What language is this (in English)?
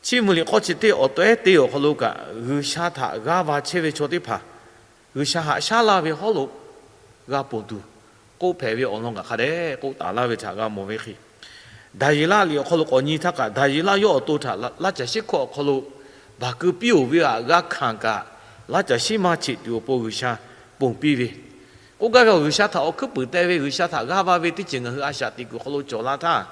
Lahu